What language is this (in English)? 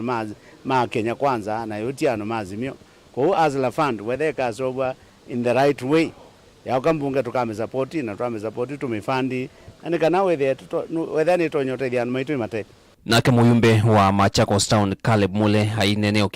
Kamba